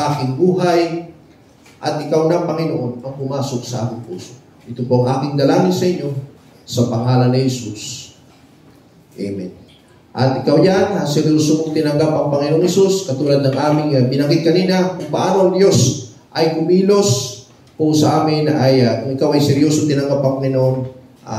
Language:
Filipino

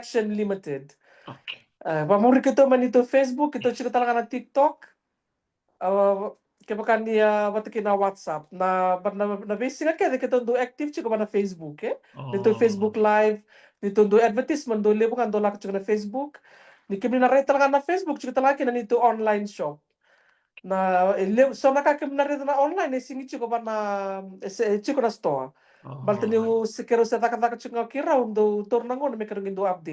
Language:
Fijian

